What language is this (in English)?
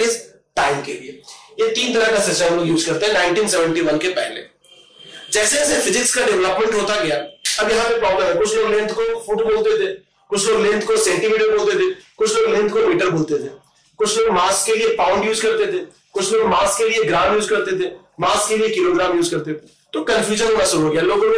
Hindi